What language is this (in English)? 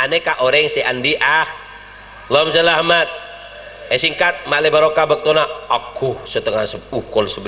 Madurese